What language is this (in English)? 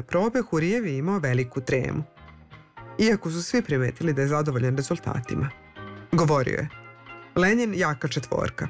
Serbian